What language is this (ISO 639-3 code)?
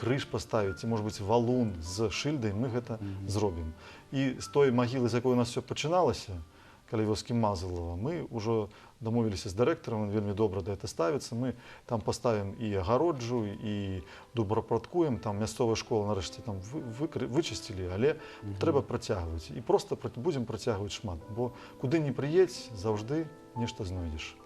bel